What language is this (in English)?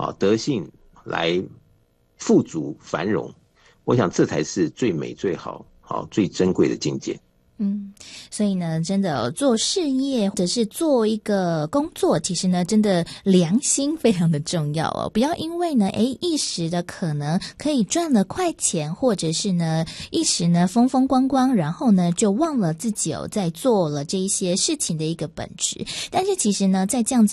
Chinese